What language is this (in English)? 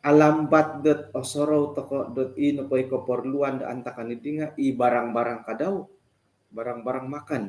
Central Dusun